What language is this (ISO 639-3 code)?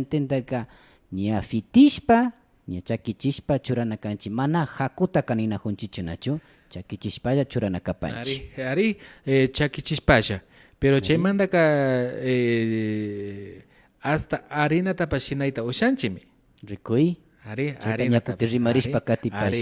qvi